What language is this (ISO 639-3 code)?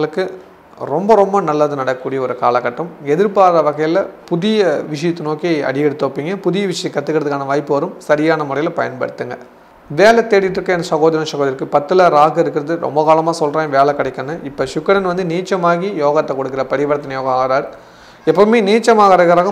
tam